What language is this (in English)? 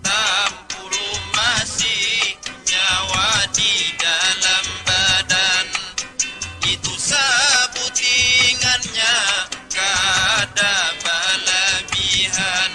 Banjar